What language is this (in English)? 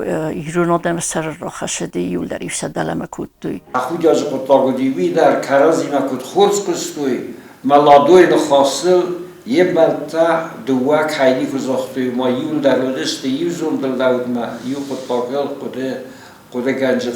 Ossetic